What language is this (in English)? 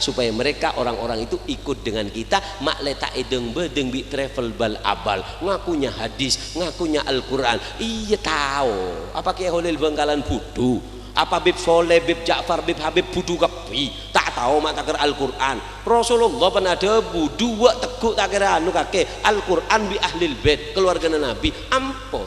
Madurese